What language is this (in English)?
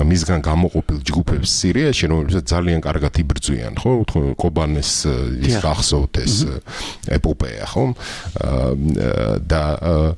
Georgian